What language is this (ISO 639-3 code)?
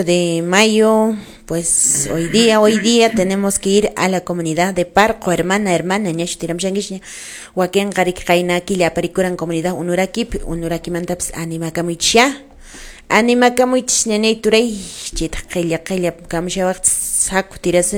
que